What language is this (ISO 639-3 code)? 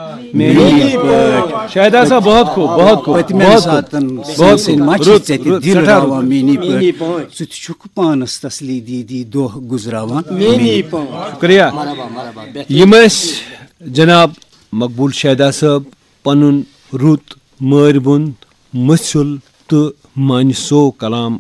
kas